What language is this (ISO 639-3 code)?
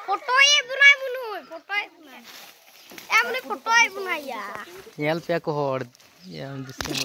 sat